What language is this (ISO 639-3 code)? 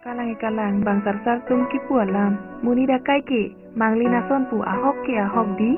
mjw